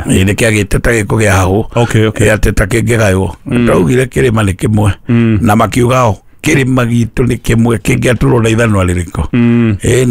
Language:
Kikuyu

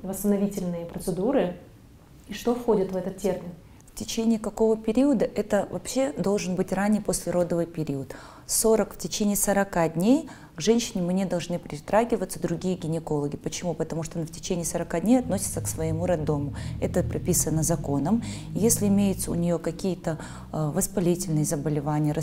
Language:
Russian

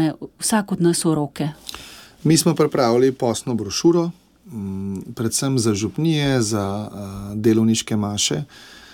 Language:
Slovenian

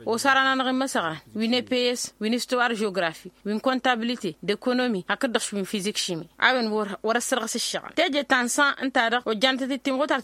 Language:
Tamasheq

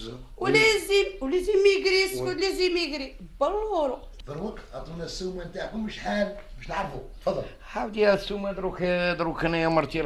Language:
Algerian Arabic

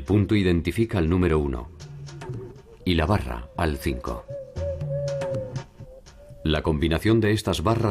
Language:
Spanish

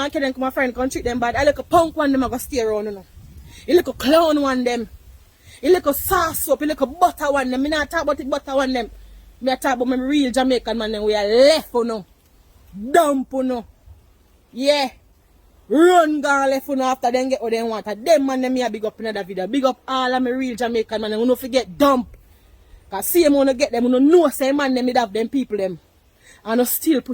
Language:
Jamaican Creole English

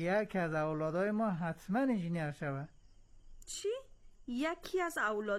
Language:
Persian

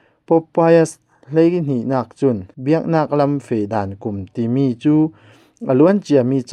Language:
Falam Chin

